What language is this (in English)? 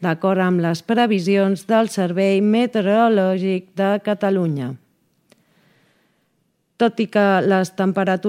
Catalan